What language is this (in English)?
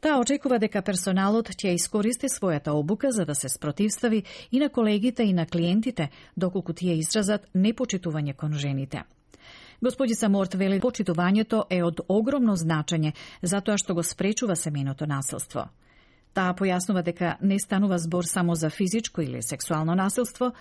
Macedonian